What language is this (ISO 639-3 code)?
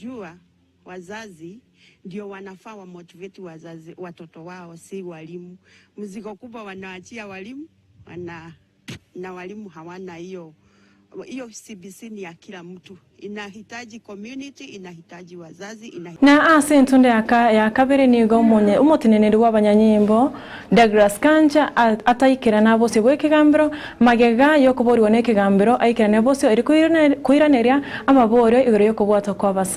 guz